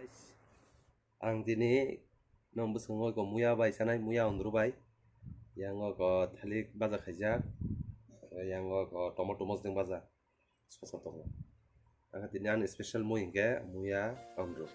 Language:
Kok Borok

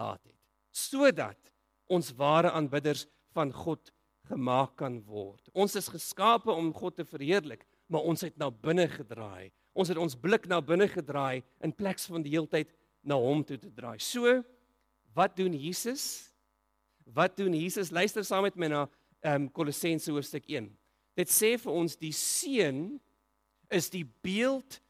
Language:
Afrikaans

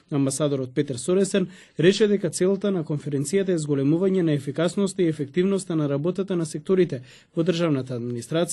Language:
Macedonian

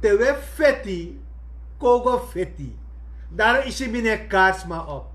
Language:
Sranan Tongo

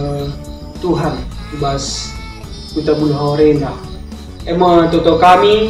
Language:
Batak Karo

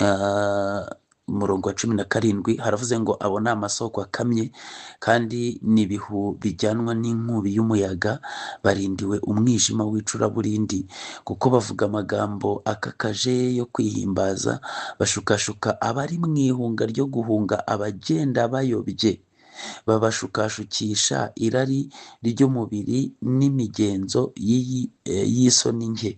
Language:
Kinyarwanda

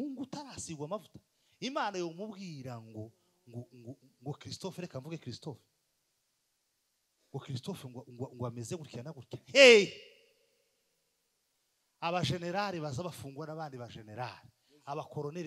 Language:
Kinyarwanda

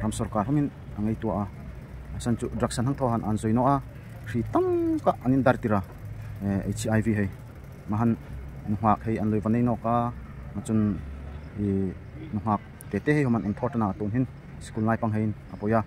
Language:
Darlong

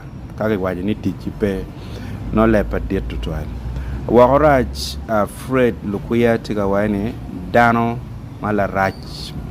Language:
Acoli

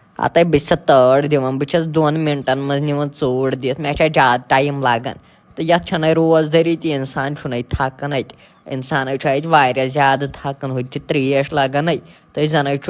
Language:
Kashmiri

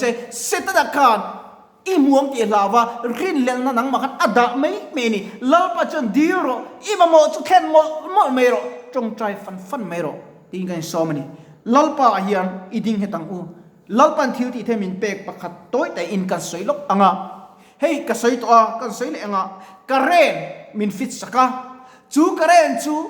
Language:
Mizo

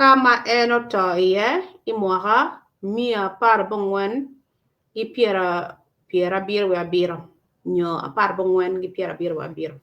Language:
Acoli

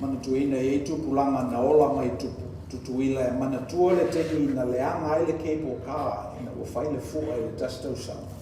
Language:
Samoan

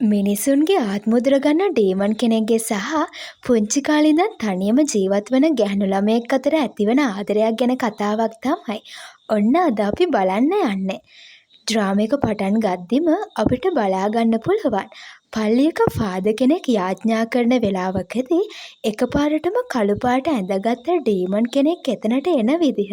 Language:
Sinhala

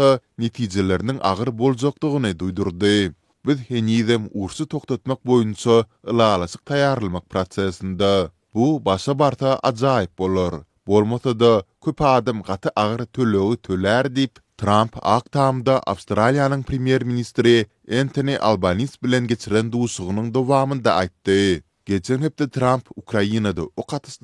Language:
Turkmen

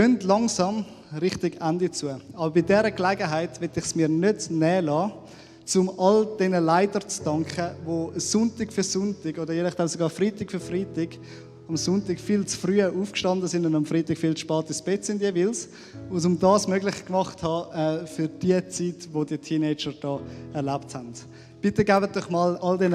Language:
Swiss German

